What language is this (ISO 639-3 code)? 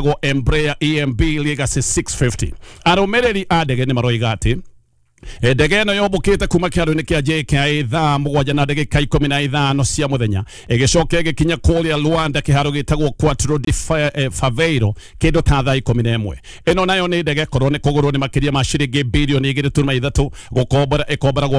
kik